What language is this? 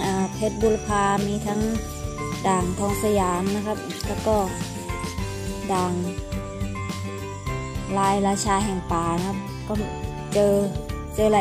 Thai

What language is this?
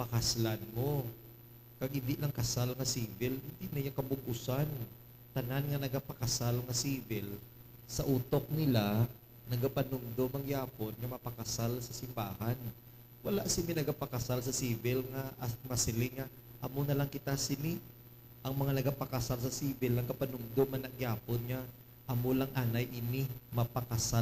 Hiligaynon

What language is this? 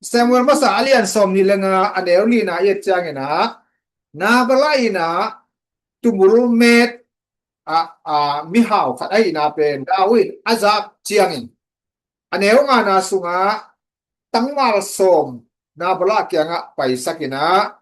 Tedim Chin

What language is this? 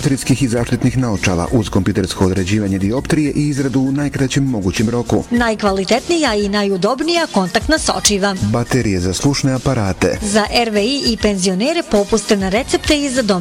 Bosnian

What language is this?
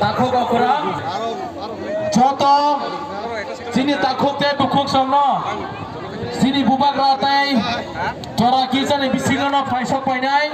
Kok Borok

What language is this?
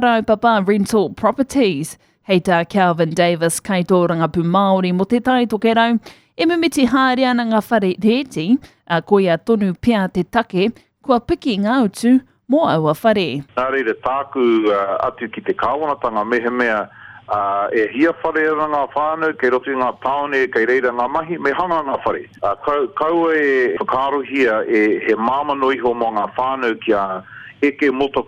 Māori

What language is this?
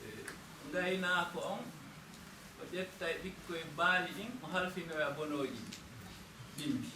Fula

